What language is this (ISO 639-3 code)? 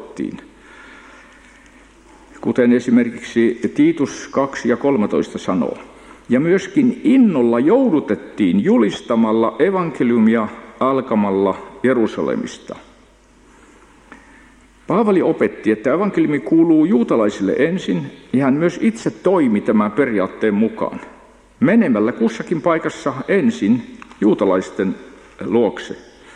fin